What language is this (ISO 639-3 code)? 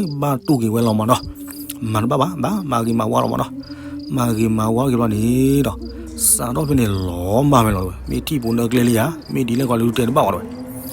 ksw